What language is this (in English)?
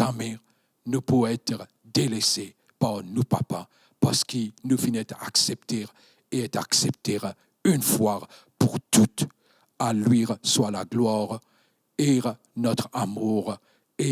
Morisyen